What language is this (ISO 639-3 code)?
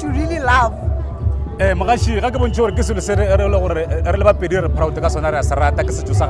nso